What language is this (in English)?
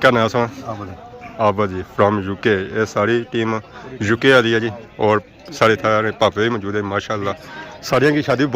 Pahari-Potwari